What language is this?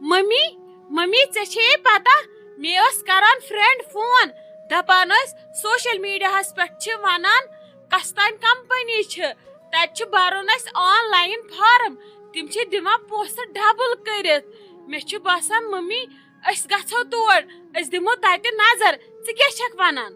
Kashmiri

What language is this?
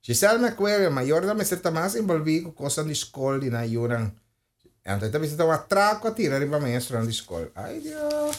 Papiamento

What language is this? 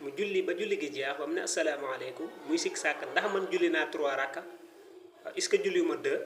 Wolof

